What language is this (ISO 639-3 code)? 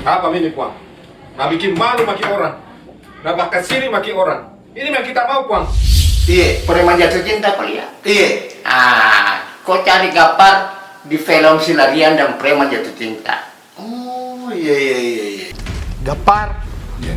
mfp